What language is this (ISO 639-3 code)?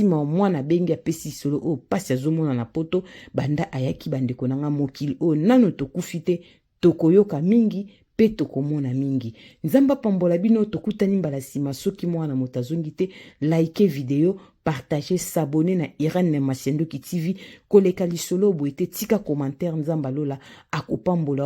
lin